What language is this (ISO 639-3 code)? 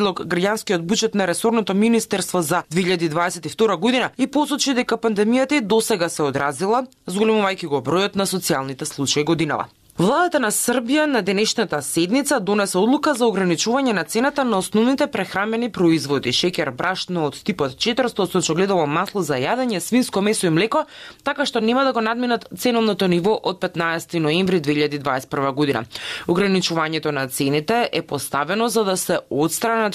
mkd